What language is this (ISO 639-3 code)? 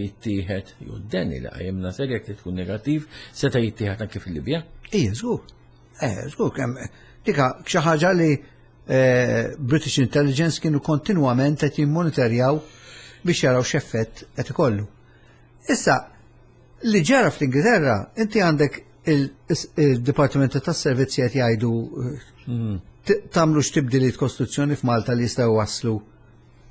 mlt